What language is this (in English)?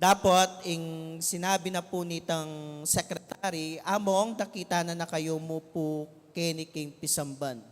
Pampanga